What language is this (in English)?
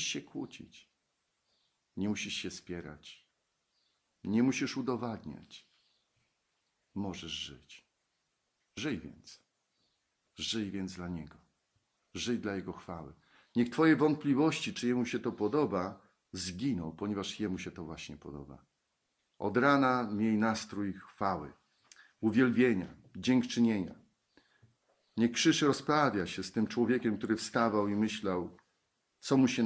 Polish